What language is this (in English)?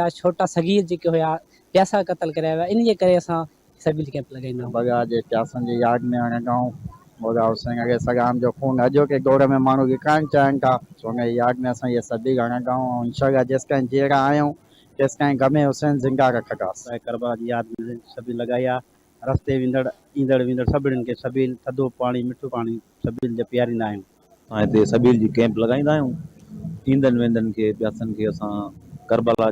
Sindhi